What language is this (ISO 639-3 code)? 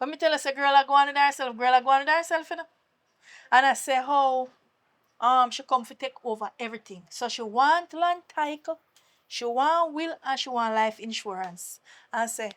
jam